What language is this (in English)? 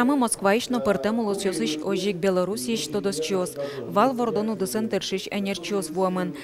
Udmurt